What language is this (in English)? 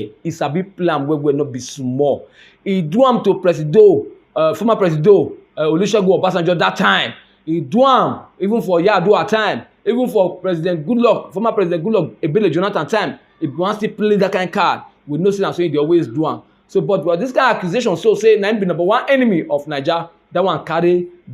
Nigerian Pidgin